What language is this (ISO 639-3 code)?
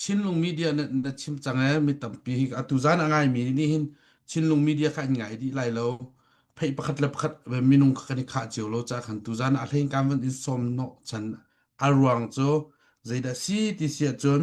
cnh